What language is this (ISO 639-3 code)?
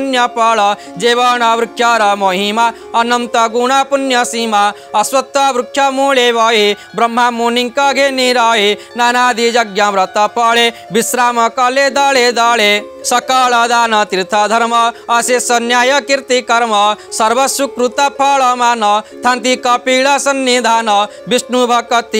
ori